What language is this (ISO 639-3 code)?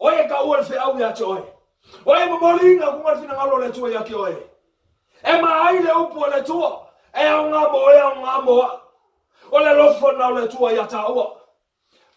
smo